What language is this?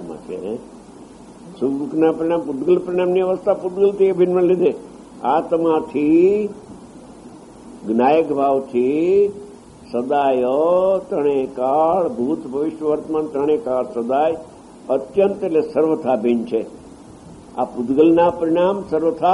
Gujarati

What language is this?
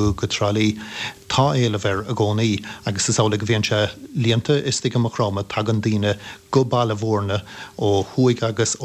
Irish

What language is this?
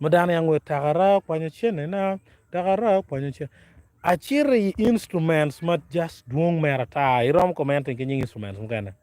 Acoli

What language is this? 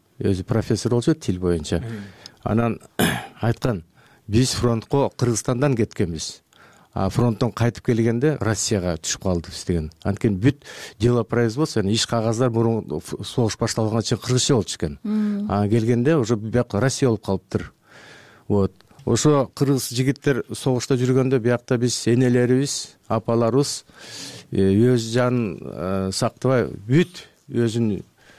Kyrgyz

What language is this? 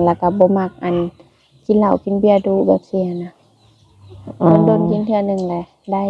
Lao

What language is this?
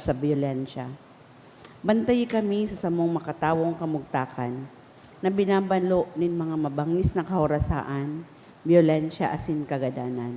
Bikol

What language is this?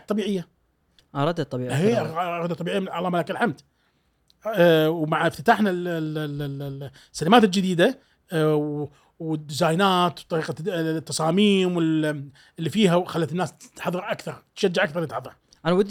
Gulf Arabic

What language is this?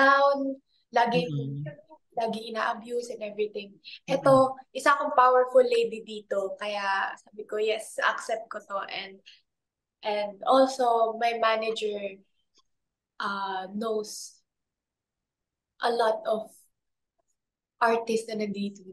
Filipino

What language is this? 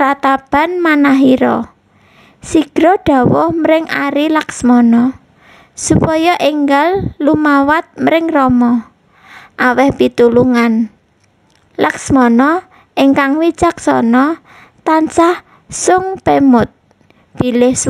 Javanese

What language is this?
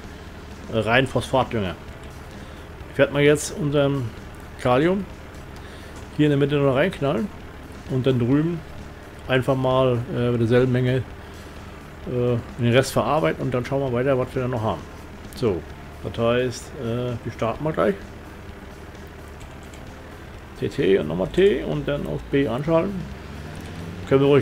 German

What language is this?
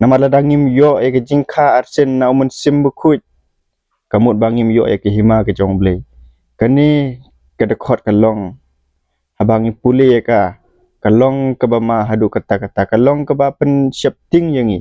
Khasi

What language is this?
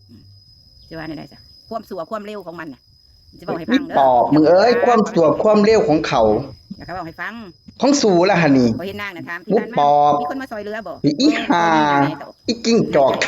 Northeastern Thai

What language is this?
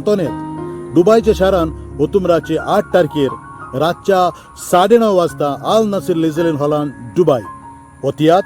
Konkani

